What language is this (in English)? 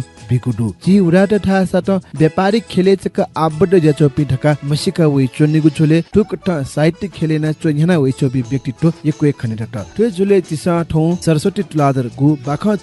Newari